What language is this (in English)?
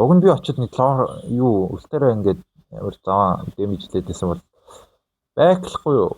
Mongolian